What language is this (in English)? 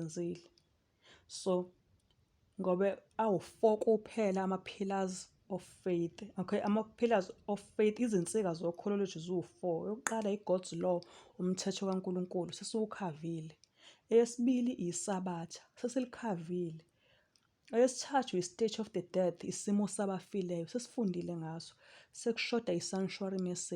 Zulu